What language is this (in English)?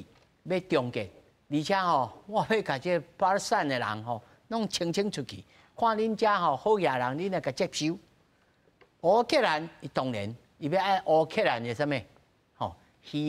Min Nan Chinese